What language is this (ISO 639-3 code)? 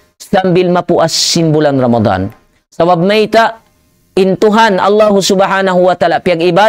tsg